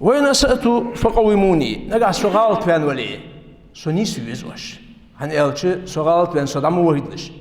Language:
Ingush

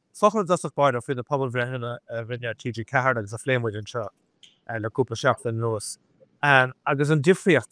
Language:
Irish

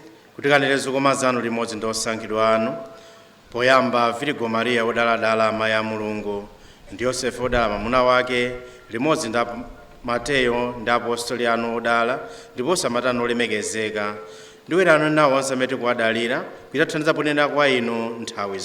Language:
Nyanja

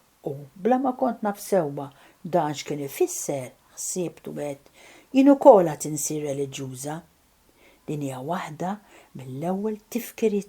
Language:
Maltese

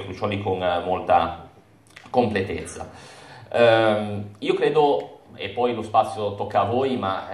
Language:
Italian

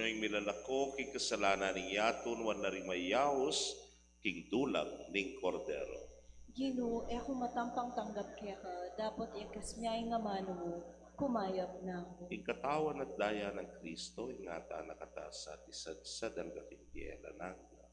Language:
Pampanga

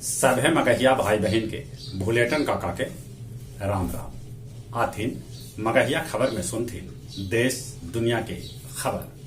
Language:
Magahi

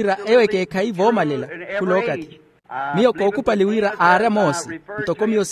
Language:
Makhuwa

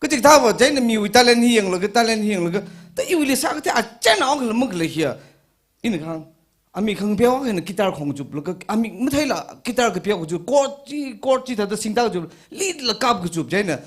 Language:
Tangkhul Naga (India)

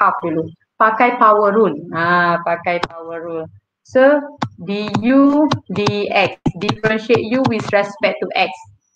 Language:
Malay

